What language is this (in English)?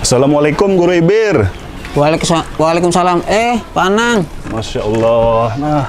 Banjar